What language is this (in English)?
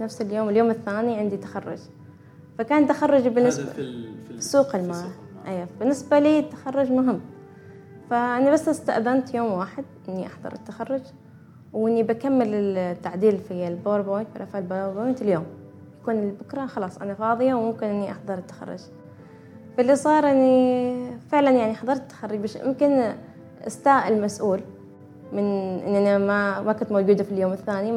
Gulf Arabic